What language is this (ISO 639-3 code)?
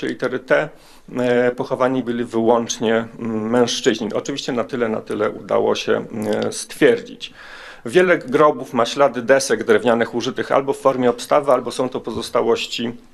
pol